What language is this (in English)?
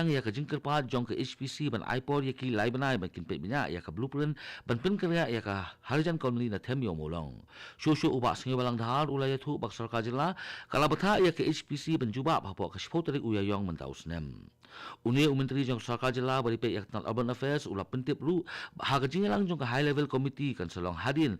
Khasi